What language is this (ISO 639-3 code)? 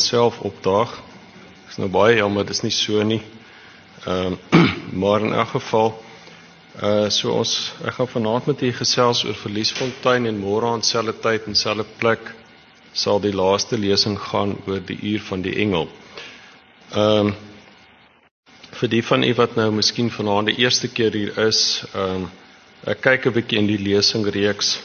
afr